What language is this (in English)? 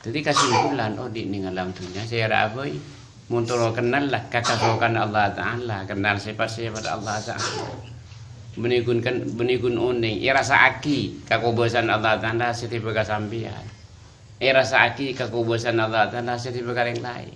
Madurese